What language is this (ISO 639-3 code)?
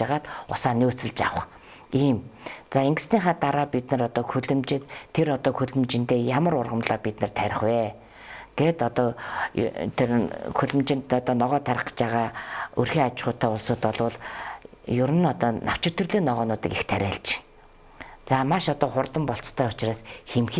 mon